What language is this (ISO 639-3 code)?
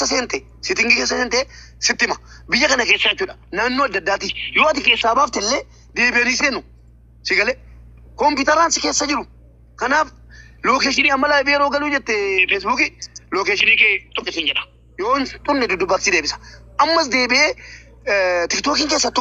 orm